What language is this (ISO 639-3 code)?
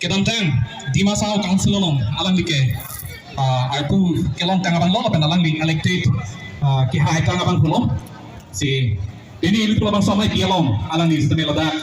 mjw